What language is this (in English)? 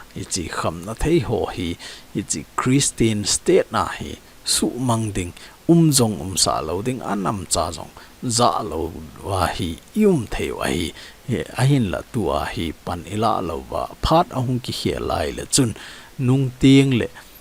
Thado Chin